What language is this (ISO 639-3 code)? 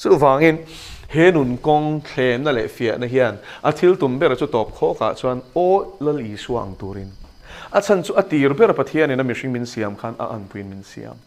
lus